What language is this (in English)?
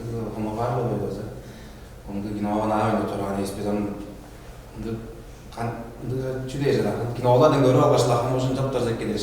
Tuvinian